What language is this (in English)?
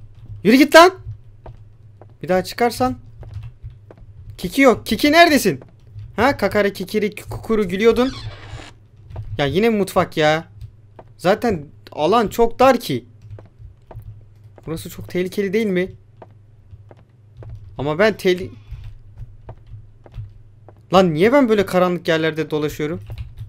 Turkish